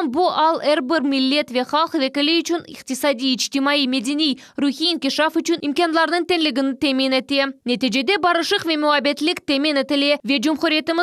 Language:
Crimean Tatar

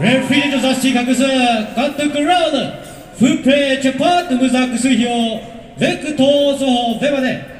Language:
Chokri Naga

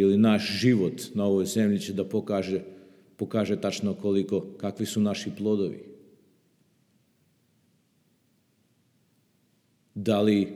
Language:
Serbian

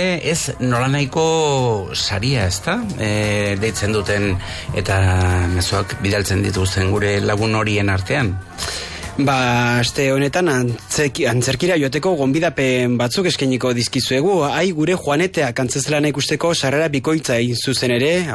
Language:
Basque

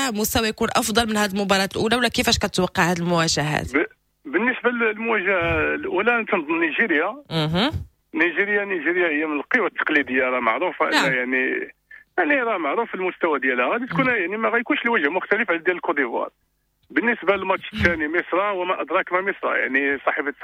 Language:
Moroccan Arabic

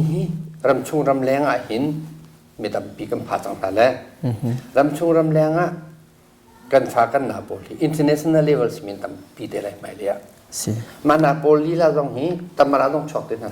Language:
Hakha Chin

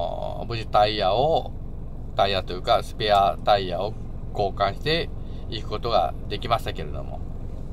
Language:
Japanese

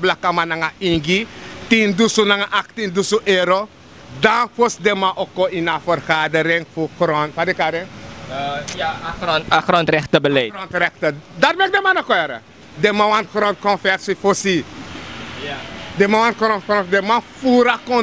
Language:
Sranan Tongo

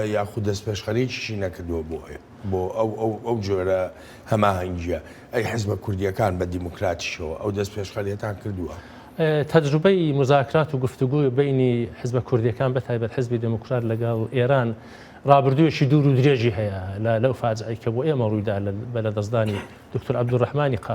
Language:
Central Kurdish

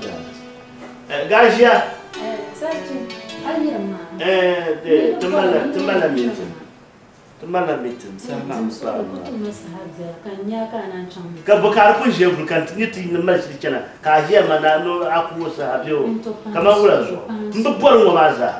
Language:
Dagbani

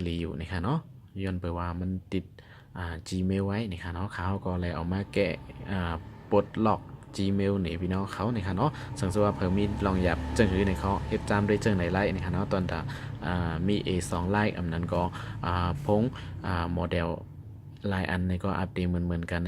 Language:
Shan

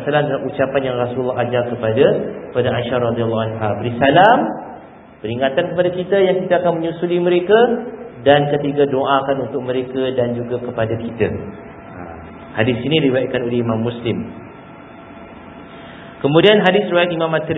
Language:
Malay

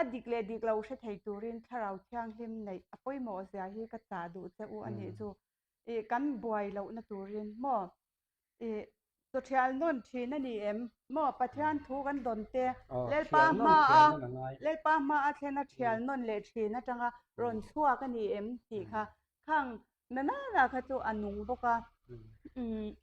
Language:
Mizo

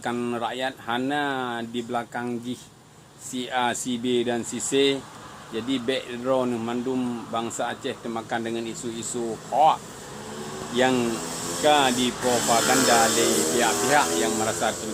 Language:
Achinese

